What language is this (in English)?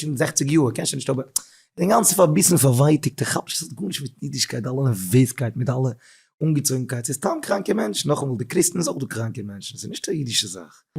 Yiddish